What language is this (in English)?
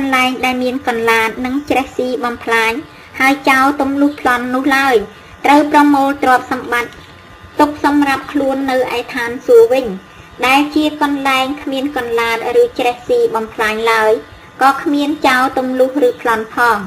Khmer